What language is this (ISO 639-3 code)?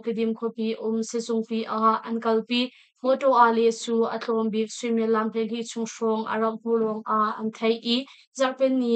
cnh